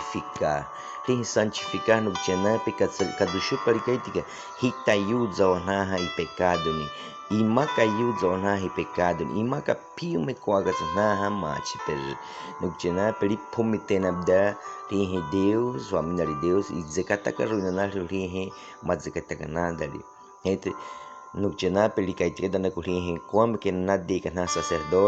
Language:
Baniwa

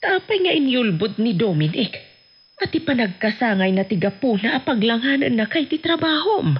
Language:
Iloko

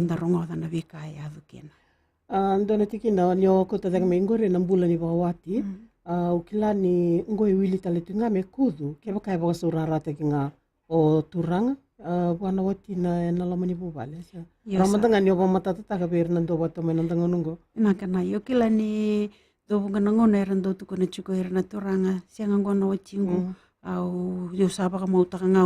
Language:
Fijian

